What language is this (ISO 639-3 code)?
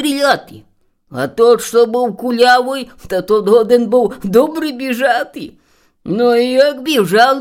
rue